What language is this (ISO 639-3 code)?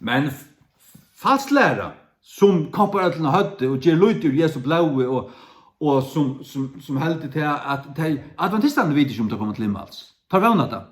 fao